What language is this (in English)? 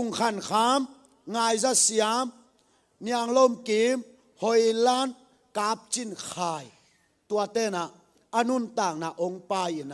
Tedim Chin